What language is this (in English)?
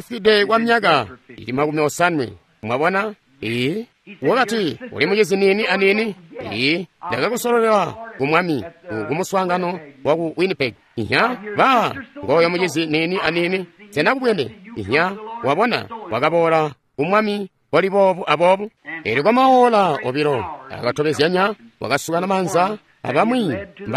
Tonga (Zambia)